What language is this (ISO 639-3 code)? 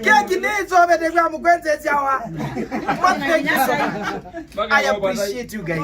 kam